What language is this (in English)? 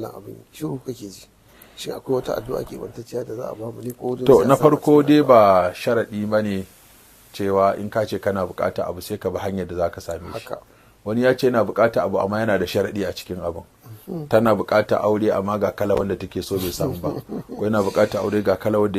Hausa